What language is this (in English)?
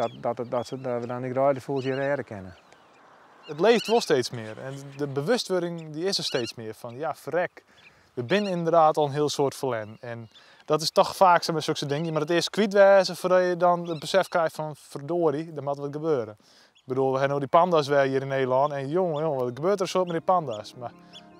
Western Frisian